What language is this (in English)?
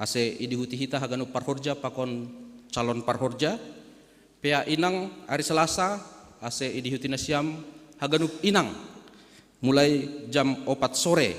Batak Simalungun